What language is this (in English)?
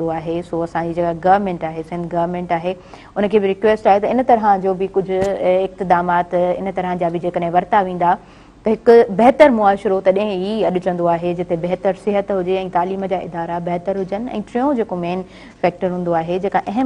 Sindhi